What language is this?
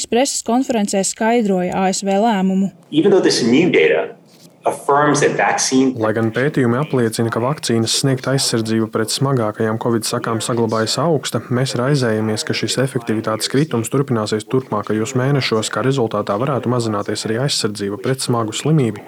Latvian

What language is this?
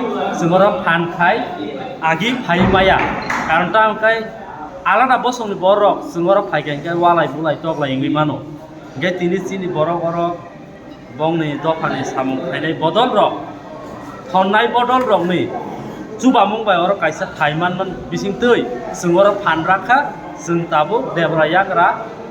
Kok Borok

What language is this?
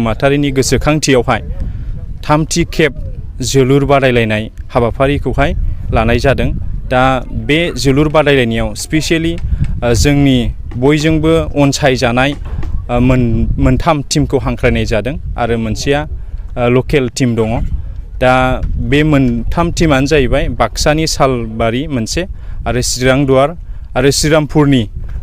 Bodo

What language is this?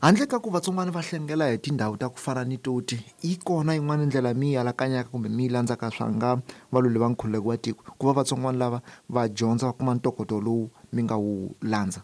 Tsonga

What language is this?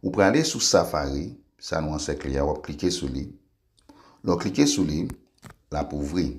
Haitian Creole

